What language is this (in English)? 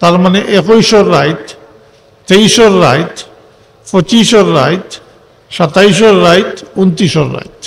Sylheti